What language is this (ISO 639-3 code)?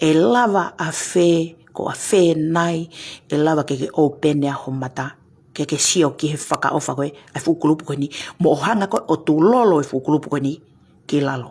ton